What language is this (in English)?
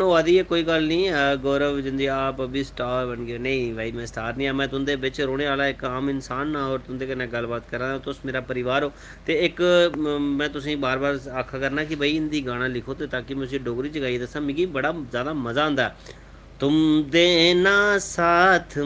Dogri